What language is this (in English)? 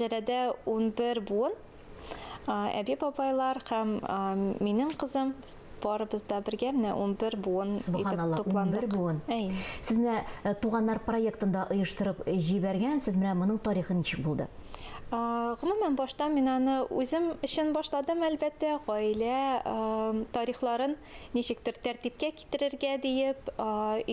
Tatar